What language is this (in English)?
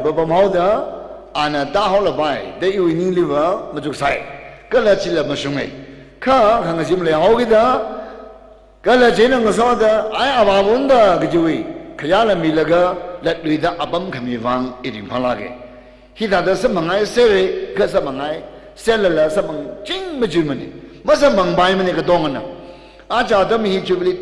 Tangkhul Naga (India)